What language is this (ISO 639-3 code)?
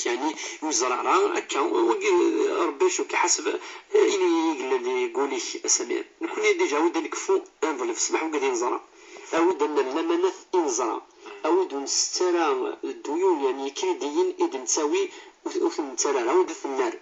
kab